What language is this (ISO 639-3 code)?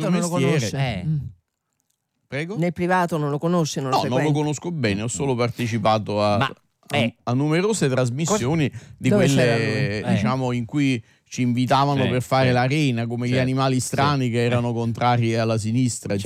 ita